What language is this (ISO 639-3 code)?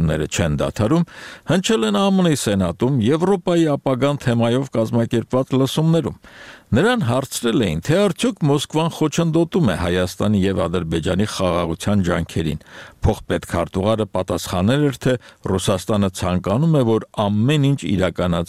hye